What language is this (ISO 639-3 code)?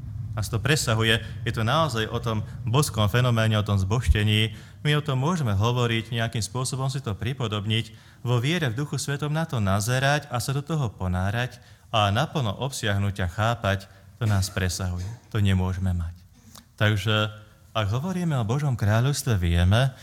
slk